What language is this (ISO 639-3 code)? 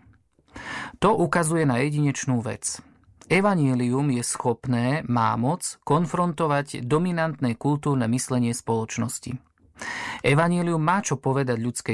slk